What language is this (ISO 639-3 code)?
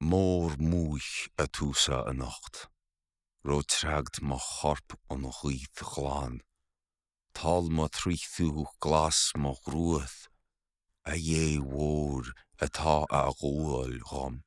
gle